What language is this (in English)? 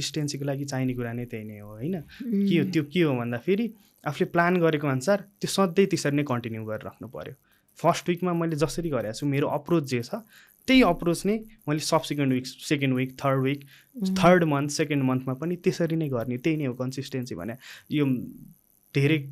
Nepali